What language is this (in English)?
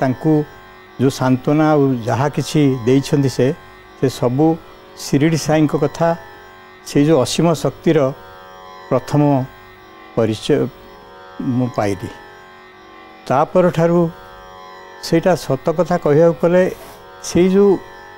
Odia